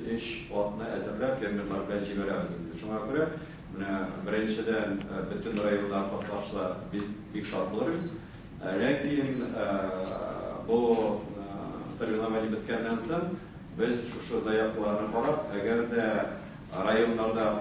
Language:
Tatar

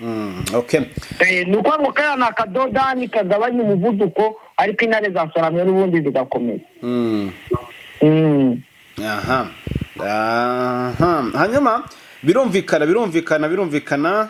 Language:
Kinyarwanda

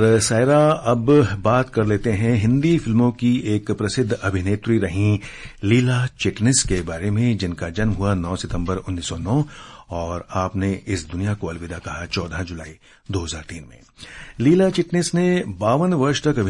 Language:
Hindi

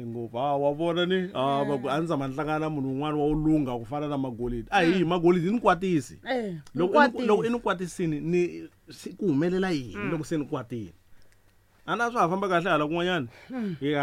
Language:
Tsonga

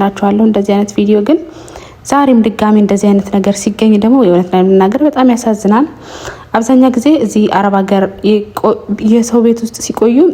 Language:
Amharic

